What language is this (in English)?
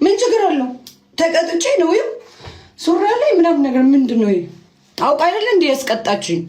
Amharic